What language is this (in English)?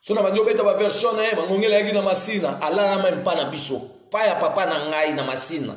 Lingala